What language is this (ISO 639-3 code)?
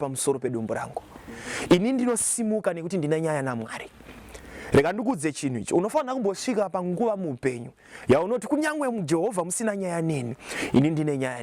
sna